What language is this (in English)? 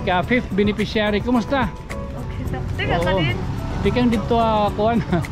Waray